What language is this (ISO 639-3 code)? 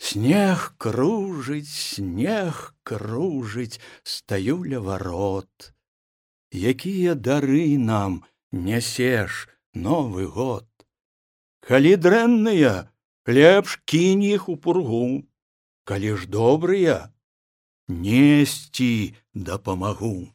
bel